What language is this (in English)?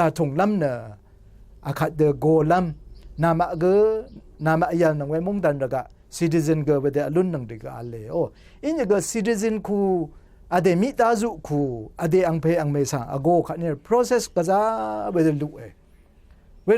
Rawang